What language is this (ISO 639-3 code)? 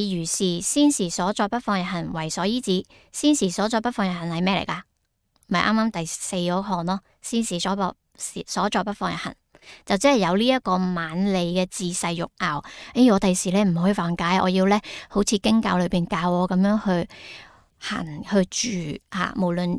yue